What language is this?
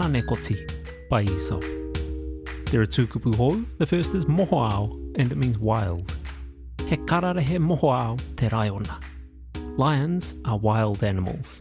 Māori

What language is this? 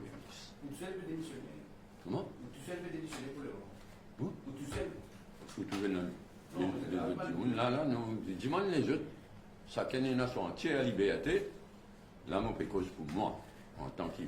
Morisyen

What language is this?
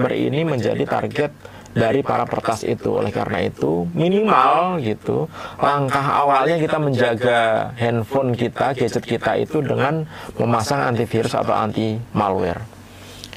Indonesian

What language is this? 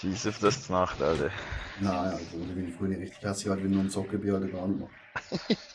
Swiss German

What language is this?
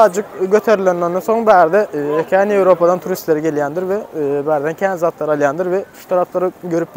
Turkmen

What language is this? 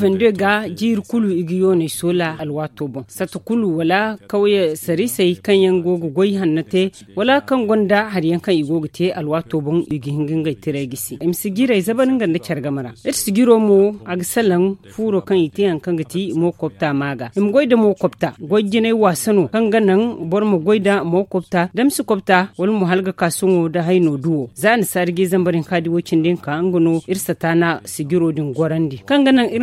Zarma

